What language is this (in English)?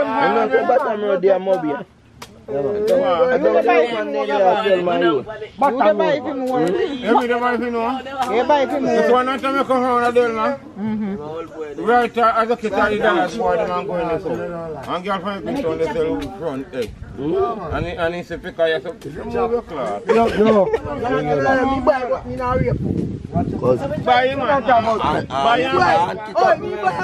Jamaican Creole English